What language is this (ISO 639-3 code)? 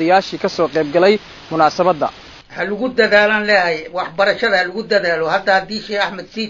som